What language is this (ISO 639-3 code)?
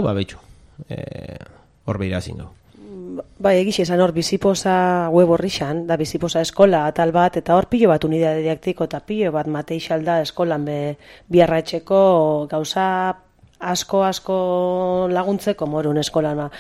eus